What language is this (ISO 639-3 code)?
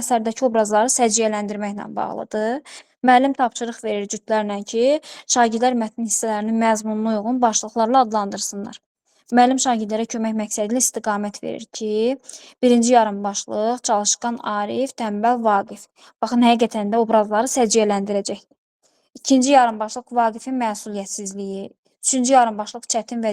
aze